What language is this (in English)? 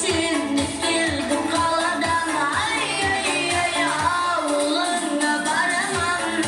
Kara-Kalpak